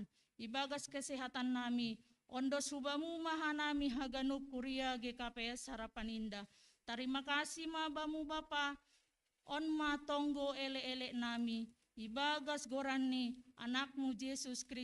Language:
Batak Simalungun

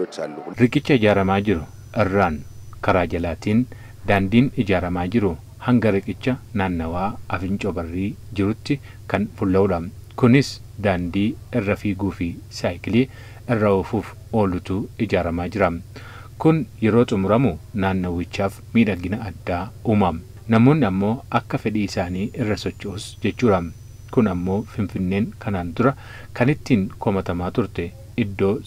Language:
Oromo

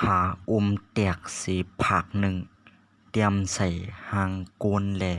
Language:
Shan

